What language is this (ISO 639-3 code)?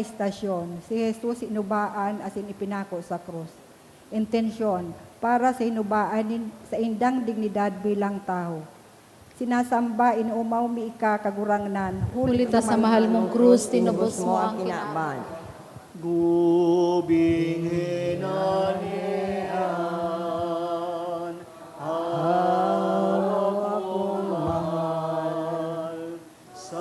bik